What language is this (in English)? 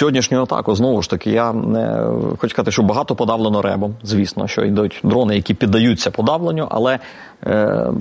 Ukrainian